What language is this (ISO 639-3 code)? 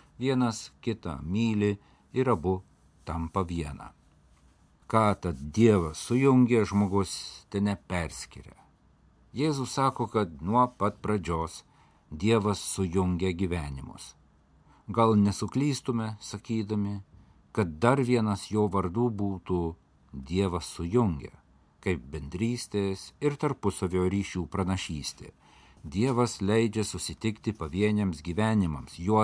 lit